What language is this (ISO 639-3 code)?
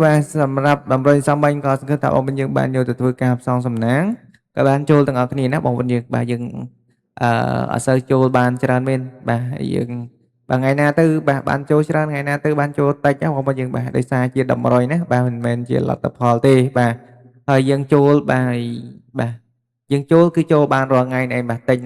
khm